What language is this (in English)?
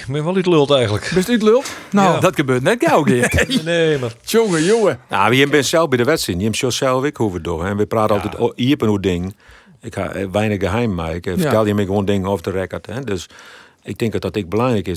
Western Frisian